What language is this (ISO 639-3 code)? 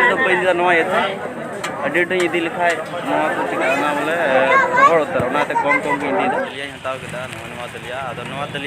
sat